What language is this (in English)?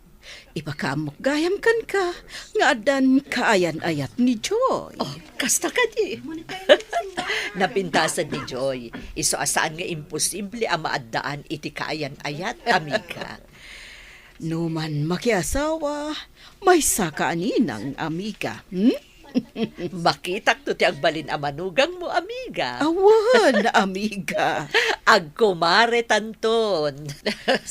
Iloko